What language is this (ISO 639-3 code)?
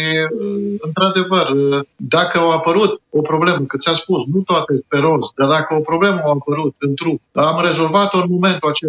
ron